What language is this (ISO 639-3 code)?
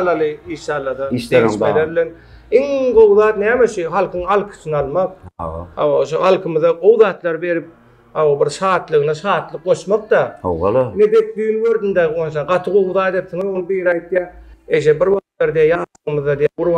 tuk